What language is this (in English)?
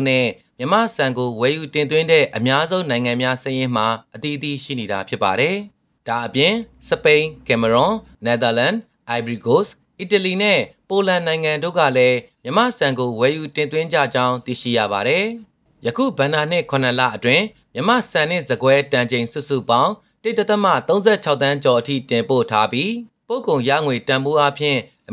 Burmese